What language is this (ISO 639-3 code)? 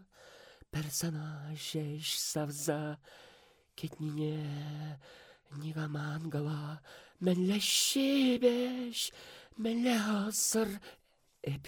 chv